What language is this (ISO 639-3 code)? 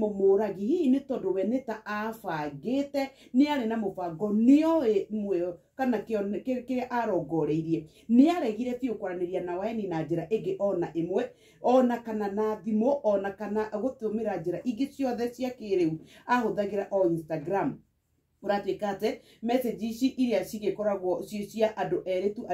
kik